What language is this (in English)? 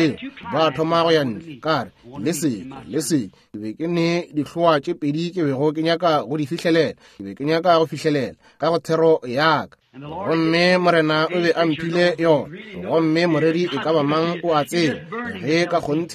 Northern Sotho